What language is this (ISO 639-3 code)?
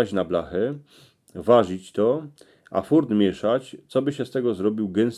szl